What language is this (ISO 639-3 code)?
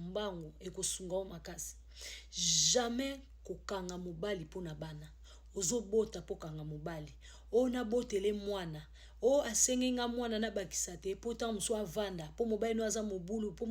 lin